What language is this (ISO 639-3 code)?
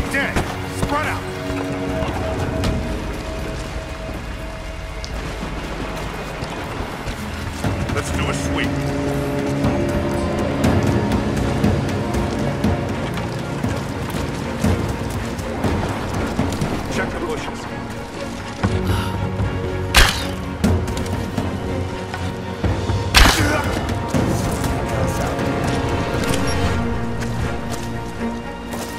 eng